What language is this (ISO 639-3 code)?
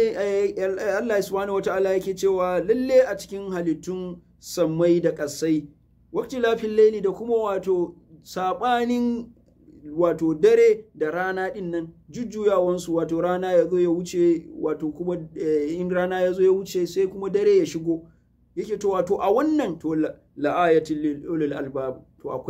hau